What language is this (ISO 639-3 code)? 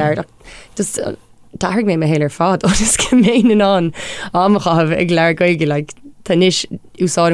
gle